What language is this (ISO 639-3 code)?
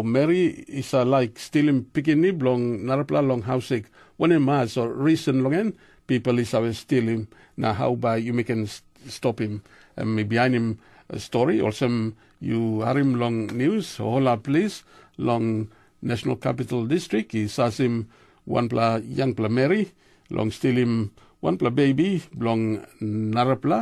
tpi